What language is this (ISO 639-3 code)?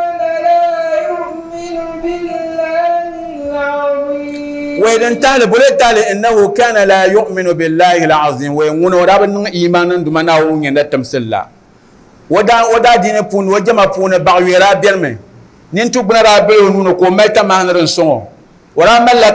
dag